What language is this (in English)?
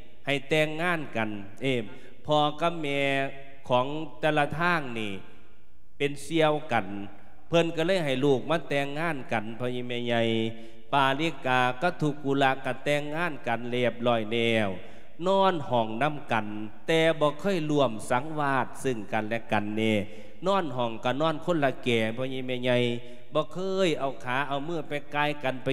Lao